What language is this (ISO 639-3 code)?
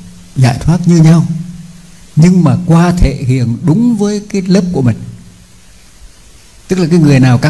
vie